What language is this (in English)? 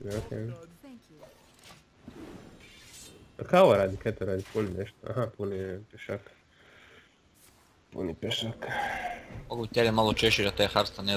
Croatian